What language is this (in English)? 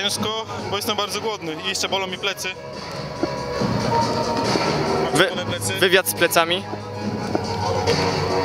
Polish